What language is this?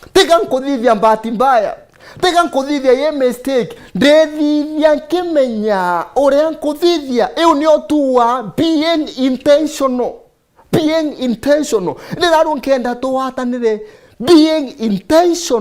Meru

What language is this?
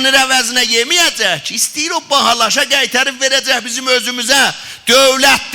South Azerbaijani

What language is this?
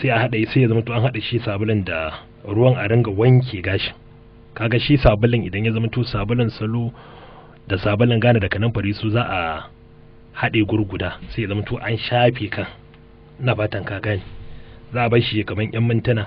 Hausa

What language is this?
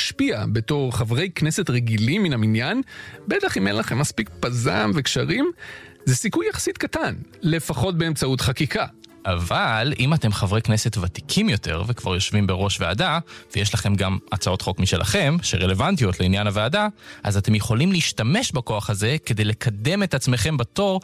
Hebrew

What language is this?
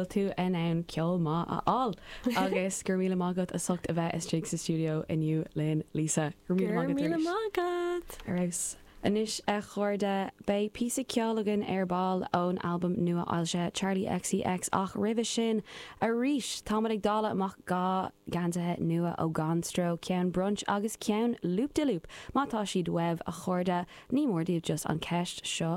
Irish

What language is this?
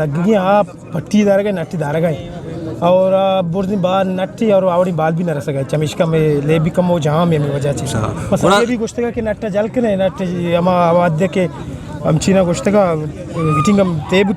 Eastern Balochi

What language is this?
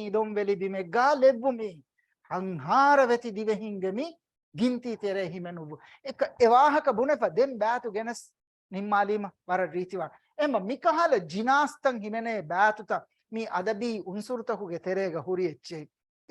Divehi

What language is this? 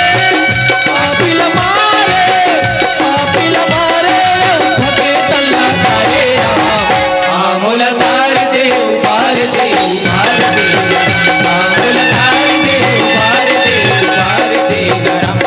Chhattisgarhi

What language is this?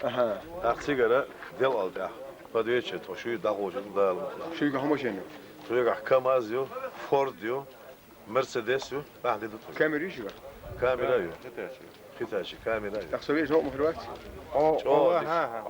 Chechen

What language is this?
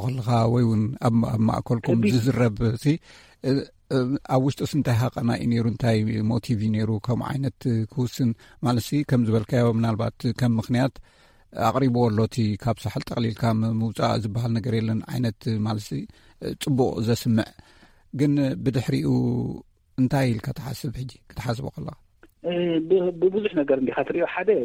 Tigrinya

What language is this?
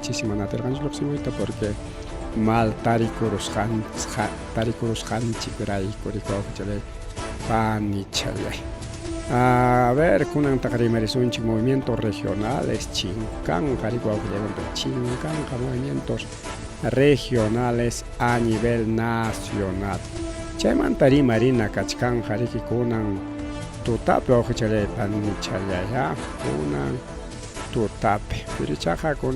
Ayacucho Quechua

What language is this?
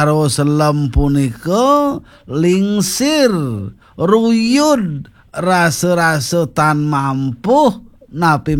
Balinese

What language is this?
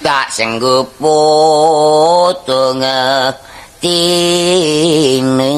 Javanese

